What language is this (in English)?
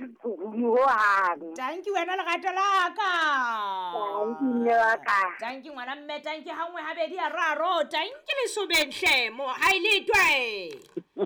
Southern Sotho